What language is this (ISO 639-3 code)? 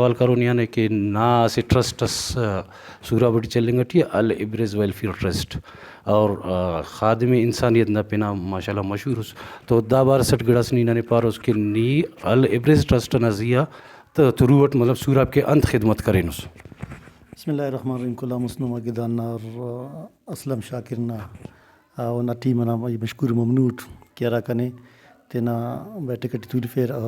brh